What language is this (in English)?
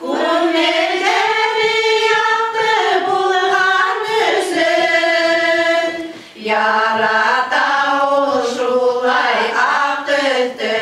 Bashkir